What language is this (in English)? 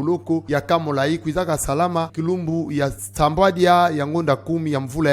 Kituba (Democratic Republic of Congo)